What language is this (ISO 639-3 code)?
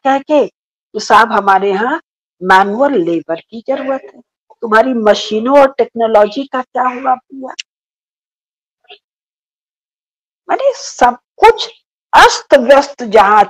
hin